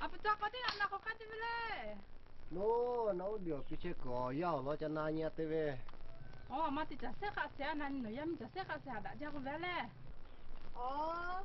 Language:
Lahu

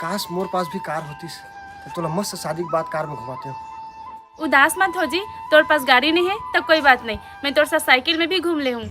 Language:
Chhattisgarhi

